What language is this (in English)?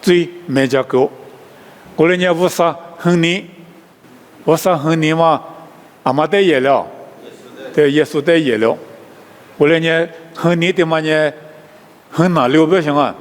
Lisu